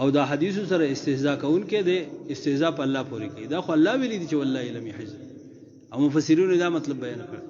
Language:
Pashto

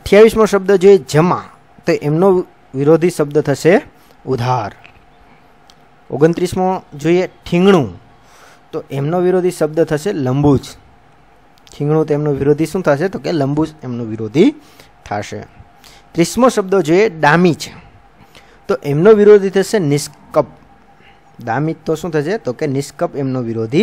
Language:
Gujarati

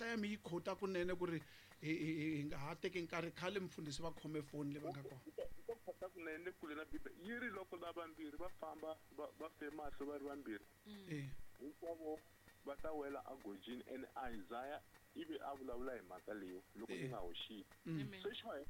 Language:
Tsonga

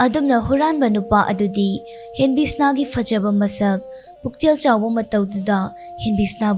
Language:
Manipuri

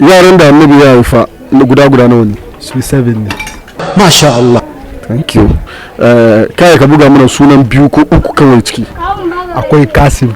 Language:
Hausa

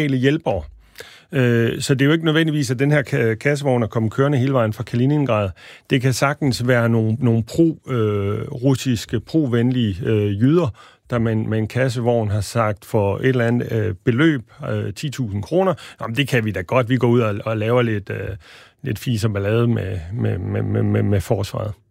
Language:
Danish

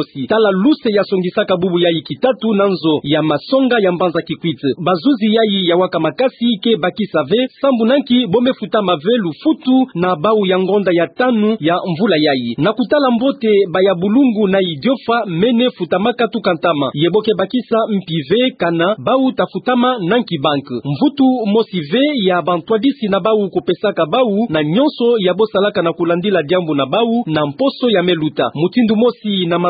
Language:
Kituba (Democratic Republic of Congo)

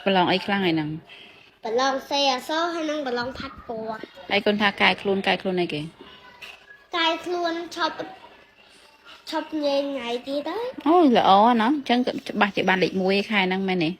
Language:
Khmer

